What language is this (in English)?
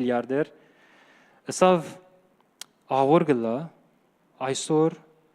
Western Armenian